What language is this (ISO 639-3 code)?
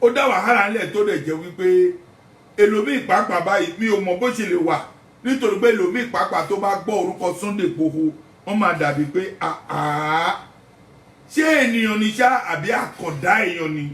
yor